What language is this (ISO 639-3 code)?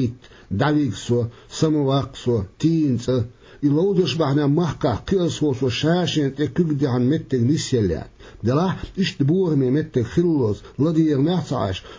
che